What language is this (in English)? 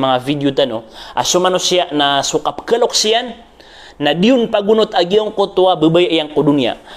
Maranao